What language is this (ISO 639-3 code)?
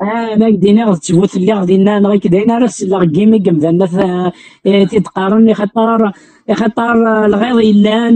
kab